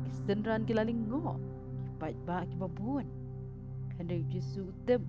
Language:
Khasi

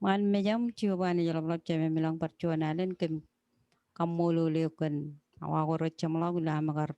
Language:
Marshallese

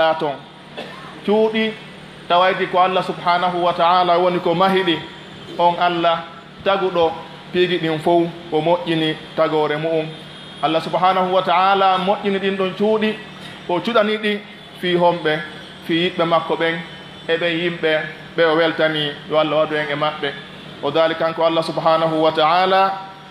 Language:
Pular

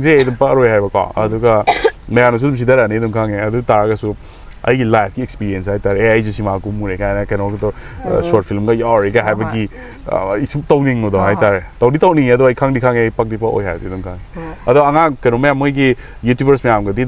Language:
Manipuri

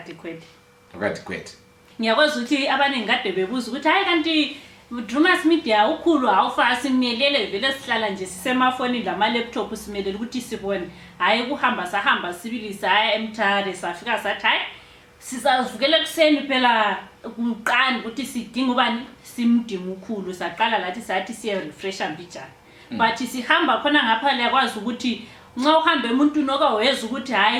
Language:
Shona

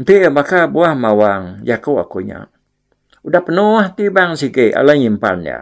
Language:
Iban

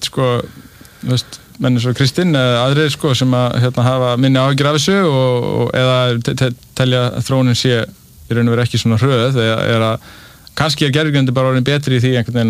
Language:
Icelandic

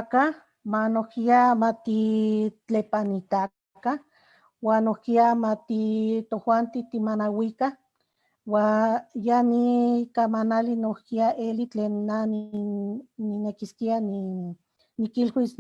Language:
Eastern Huasteca Nahuatl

